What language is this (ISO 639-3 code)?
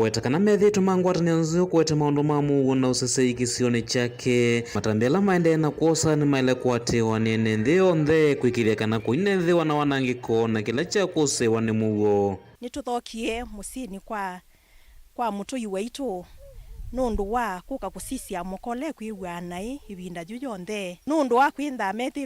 kam